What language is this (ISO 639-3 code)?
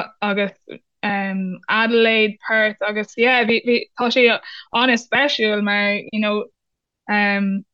gle